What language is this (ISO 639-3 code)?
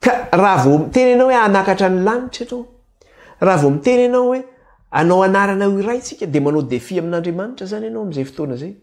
mlg